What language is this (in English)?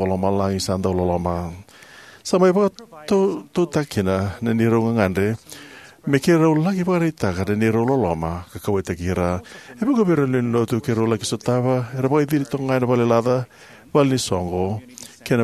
Fijian